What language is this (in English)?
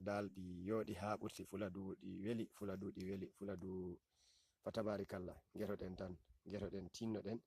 Fula